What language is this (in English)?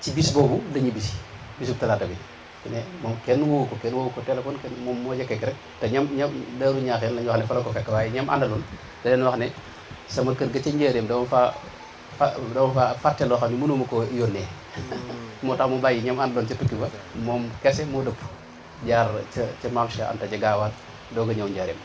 Wolof